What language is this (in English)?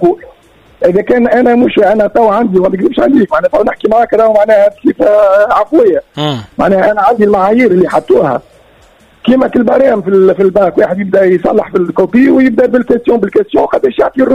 Tunisian Arabic